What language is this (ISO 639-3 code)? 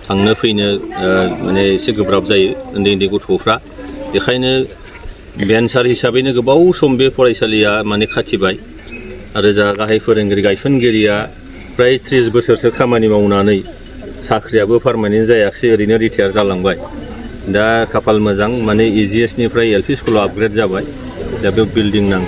brx